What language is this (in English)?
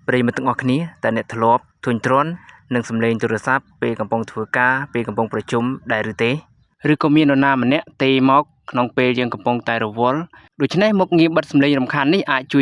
Khmer